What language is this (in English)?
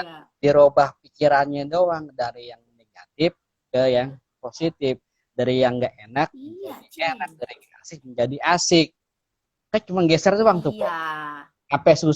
Betawi